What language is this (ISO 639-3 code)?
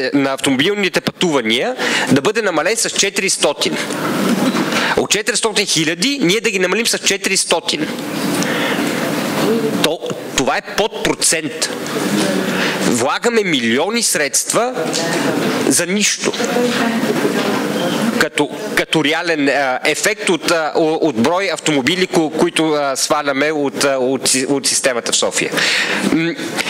bul